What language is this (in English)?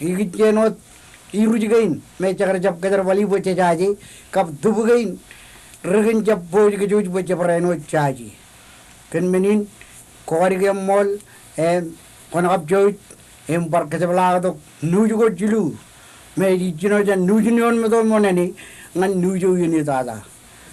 Marshallese